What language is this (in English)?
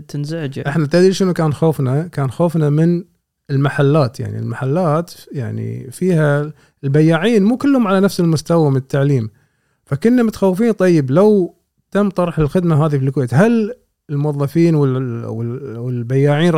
Gulf Arabic